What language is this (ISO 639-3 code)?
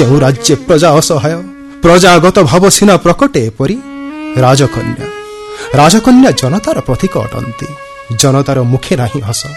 ori